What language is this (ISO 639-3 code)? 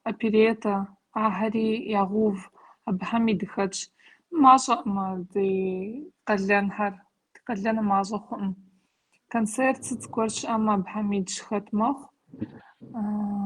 kbd